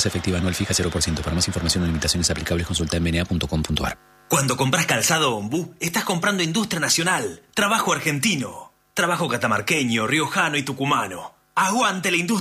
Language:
Spanish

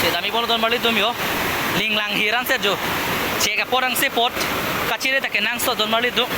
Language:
Karbi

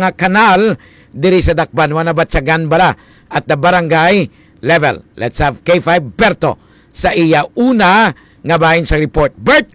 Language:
Hiligaynon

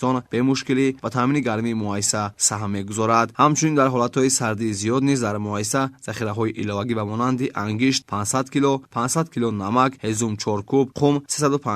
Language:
Tajik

